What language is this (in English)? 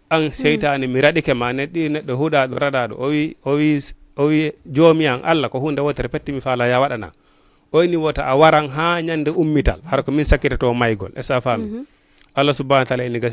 Fula